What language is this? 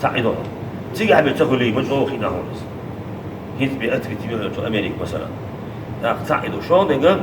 Chechen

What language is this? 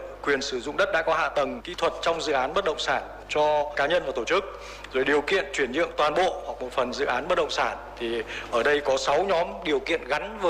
Vietnamese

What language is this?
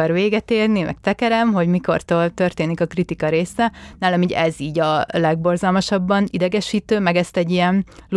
Hungarian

